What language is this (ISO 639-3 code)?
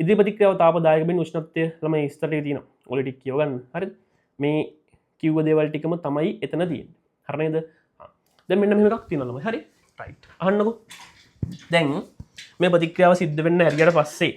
sin